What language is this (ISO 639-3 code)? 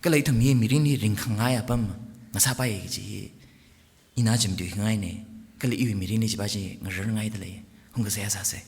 nmf